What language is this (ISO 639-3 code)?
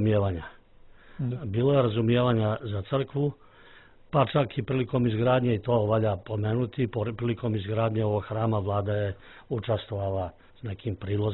srp